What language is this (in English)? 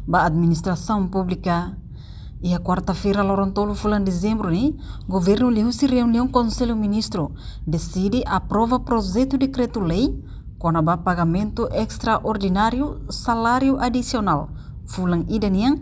Tetum